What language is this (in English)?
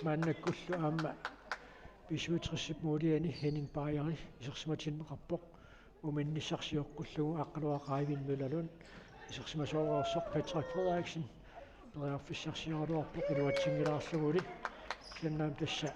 Kalaallisut